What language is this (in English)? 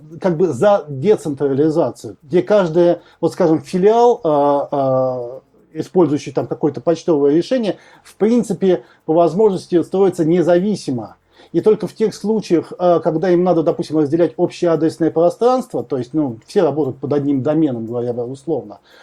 Russian